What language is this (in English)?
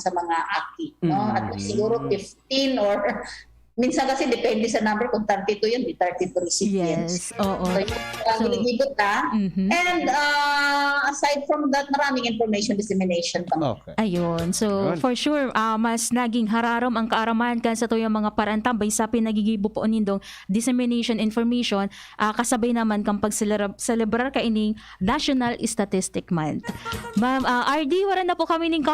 Bikol